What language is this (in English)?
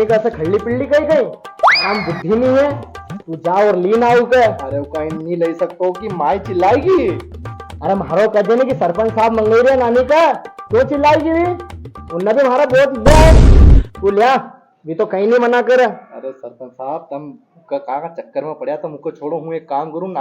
Rajasthani